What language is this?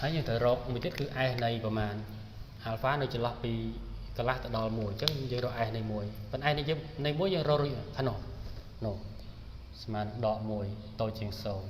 Khmer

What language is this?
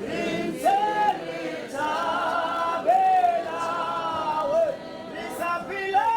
Tswana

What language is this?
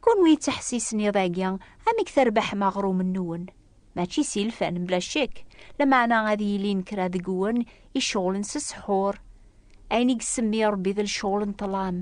Kabyle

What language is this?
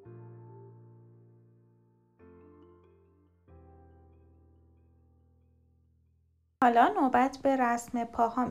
Persian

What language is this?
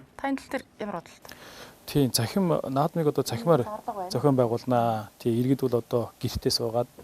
Mongolian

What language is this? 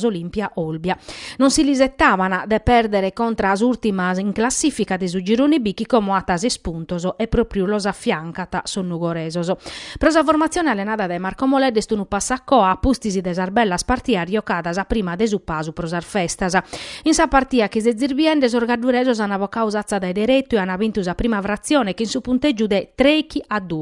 Sardinian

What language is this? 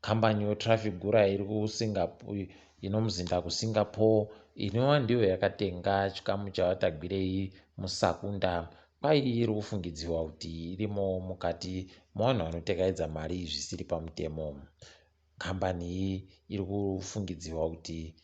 Ndau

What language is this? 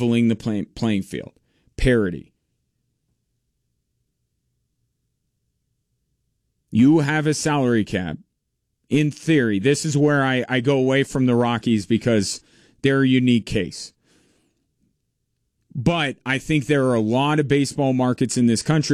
English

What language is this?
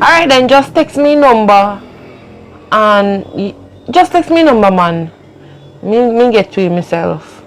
Jamaican Creole English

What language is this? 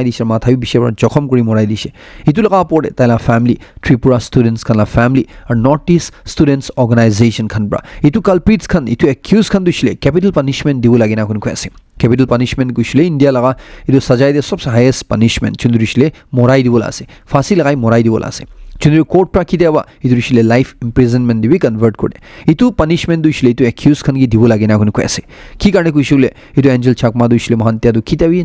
Naga Pidgin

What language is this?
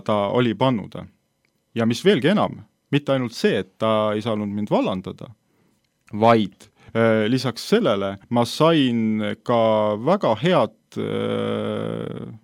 Estonian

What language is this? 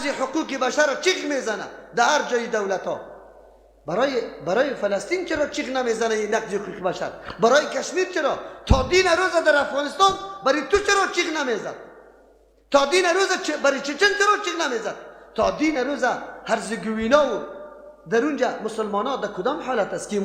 Persian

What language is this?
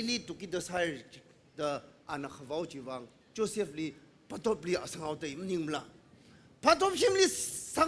Tangkhul Naga (India)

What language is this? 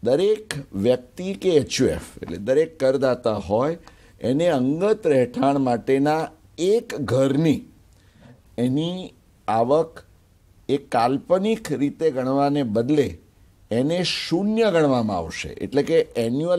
Gujarati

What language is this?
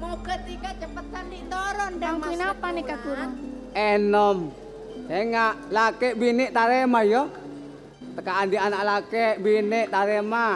Madurese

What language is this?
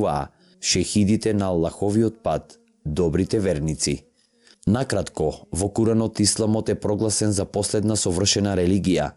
Macedonian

